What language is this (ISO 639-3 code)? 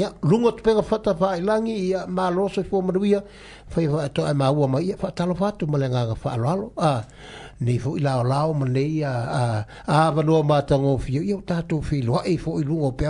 smo